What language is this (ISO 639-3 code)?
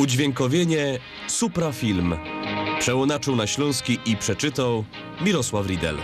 szl